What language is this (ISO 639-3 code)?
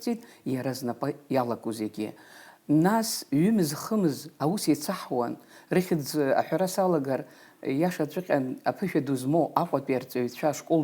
abk